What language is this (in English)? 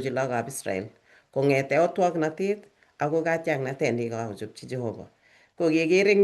Kalenjin